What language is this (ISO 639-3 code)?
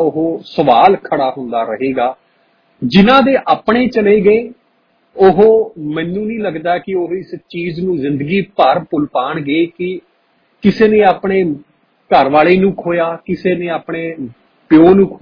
pan